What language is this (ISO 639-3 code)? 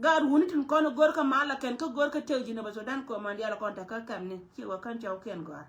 nus